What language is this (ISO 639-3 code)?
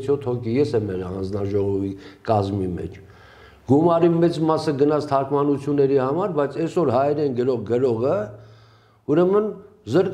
hye